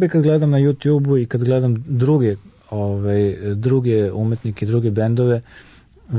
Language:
Serbian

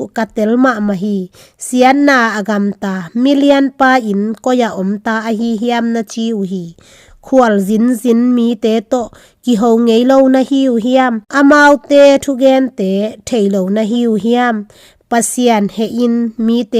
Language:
Tedim Chin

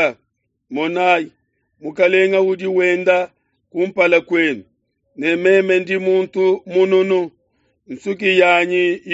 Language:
Luba-Lulua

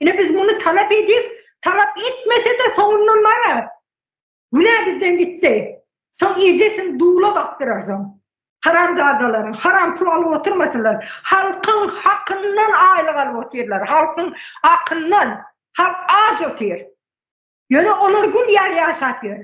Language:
Turkmen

